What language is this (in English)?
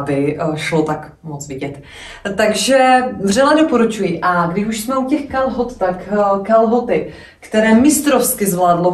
Czech